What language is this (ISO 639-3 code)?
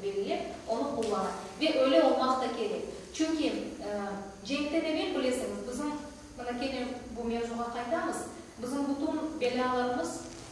crh